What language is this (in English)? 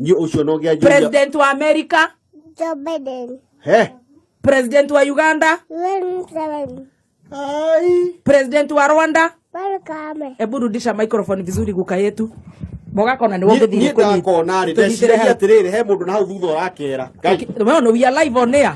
Kikuyu